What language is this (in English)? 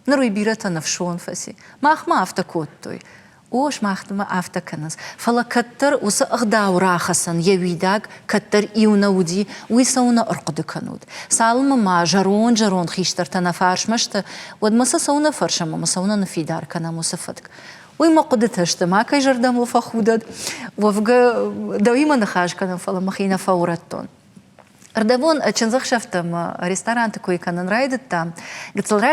Ossetic